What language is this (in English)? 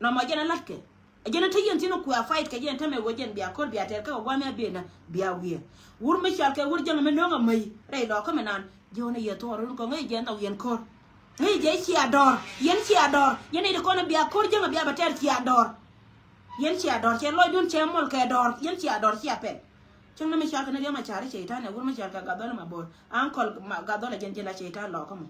Nuer